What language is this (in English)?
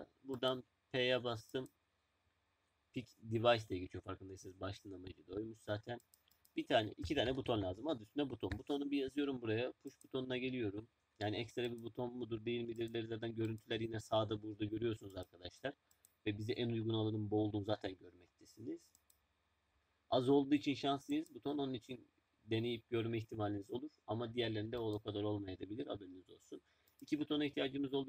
Turkish